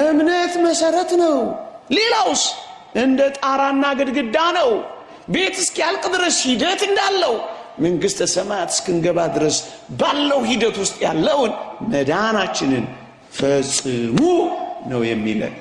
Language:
Amharic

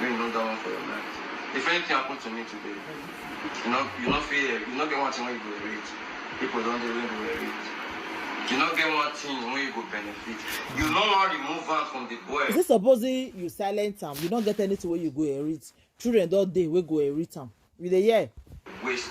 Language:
Nigerian Pidgin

